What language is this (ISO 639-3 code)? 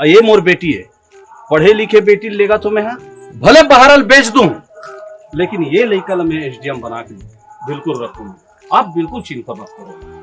hne